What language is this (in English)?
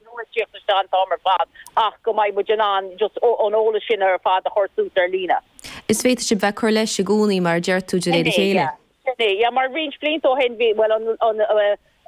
Irish